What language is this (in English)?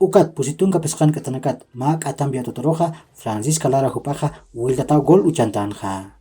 Aymara